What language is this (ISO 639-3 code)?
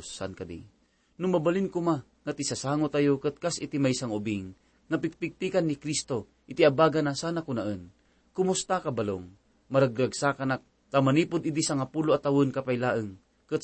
ilo